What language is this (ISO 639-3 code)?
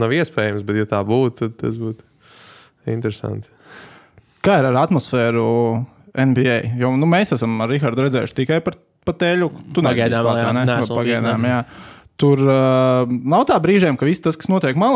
lav